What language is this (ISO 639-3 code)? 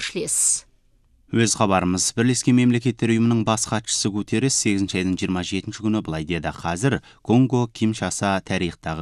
kaz